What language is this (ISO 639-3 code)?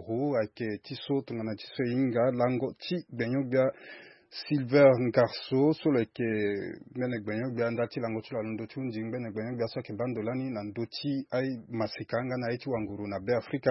sag